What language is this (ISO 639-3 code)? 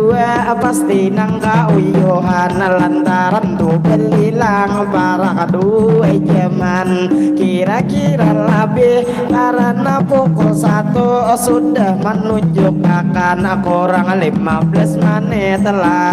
bjn